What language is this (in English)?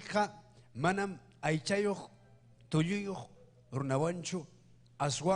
Ayacucho Quechua